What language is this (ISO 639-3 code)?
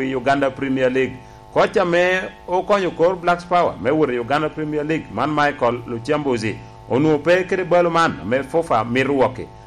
laj